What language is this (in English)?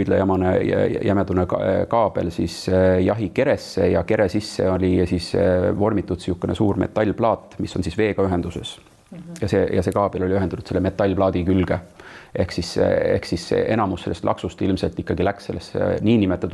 Estonian